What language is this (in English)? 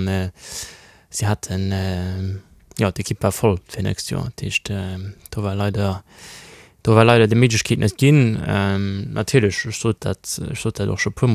Luxembourgish